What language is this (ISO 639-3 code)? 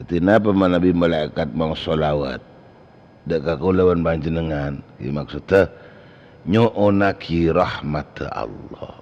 mad